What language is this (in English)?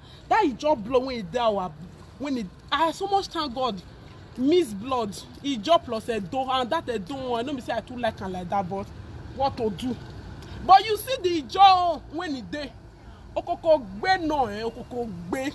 Nigerian Pidgin